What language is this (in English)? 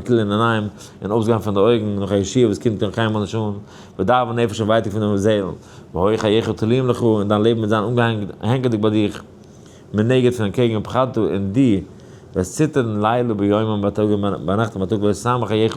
Yiddish